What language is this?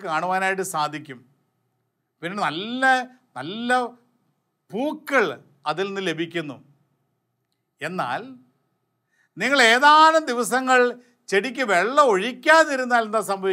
Malayalam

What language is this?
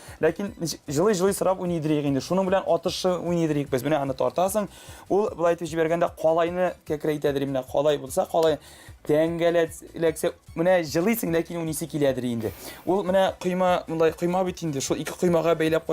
Tatar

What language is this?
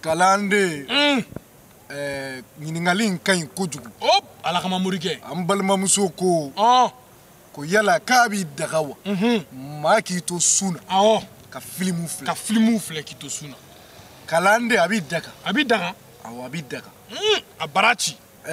Bambara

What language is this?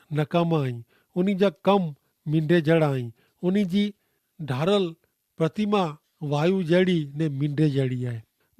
Kachhi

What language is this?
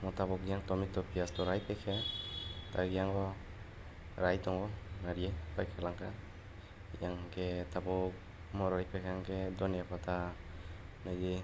Kok Borok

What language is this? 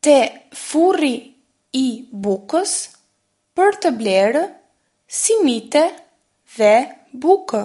Albanian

